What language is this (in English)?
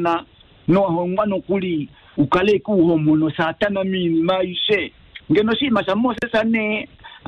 Kuanyama